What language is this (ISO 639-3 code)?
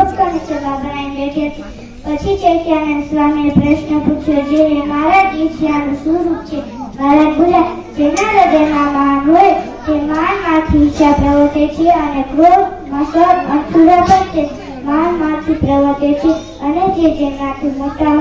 guj